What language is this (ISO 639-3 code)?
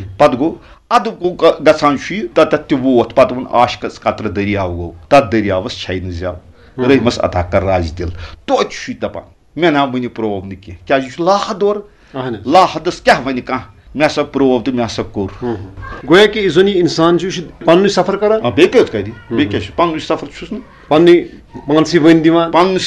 kas